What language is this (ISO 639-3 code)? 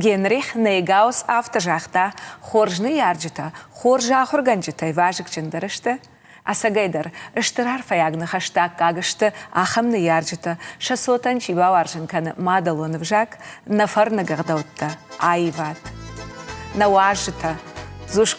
oss